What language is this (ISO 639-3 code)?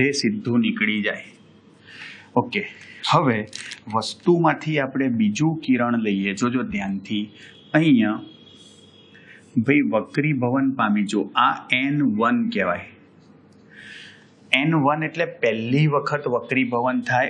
guj